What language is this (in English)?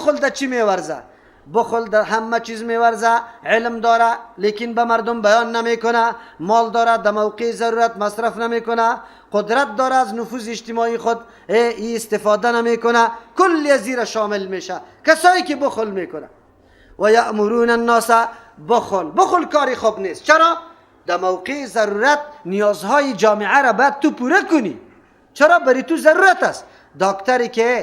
Persian